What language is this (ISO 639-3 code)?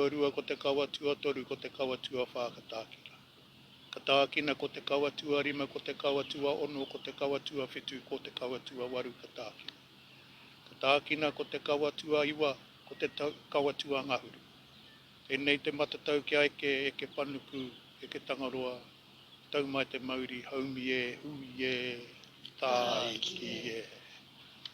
mri